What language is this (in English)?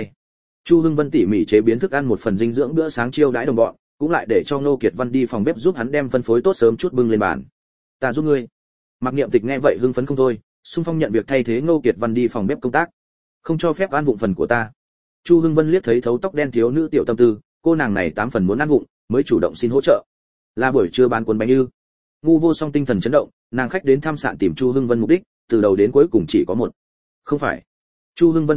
Vietnamese